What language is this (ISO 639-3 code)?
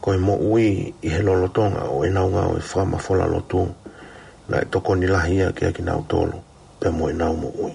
ton